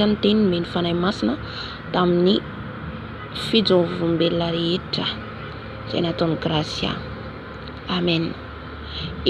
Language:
Malagasy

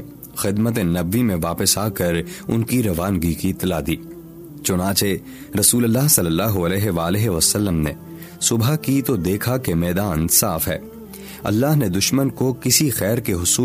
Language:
Urdu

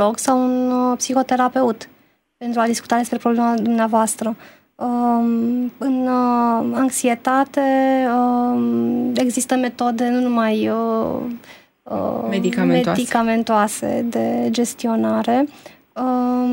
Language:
Romanian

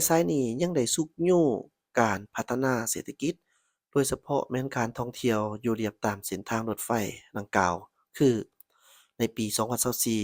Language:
Lao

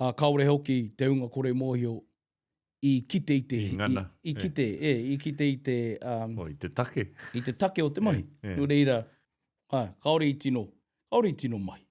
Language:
Māori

